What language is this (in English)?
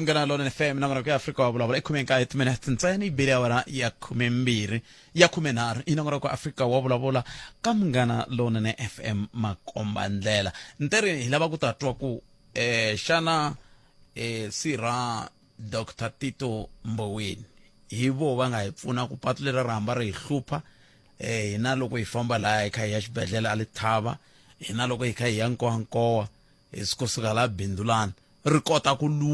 Tsonga